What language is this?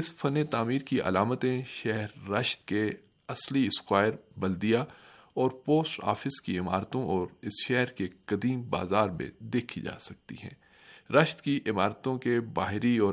Urdu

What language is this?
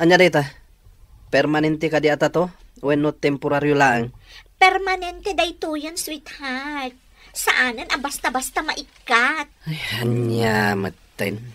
Iloko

